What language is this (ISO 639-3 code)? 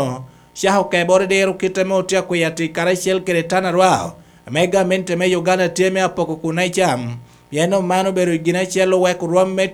laj